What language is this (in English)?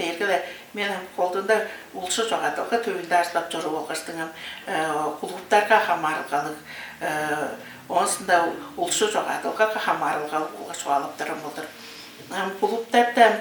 Tuvinian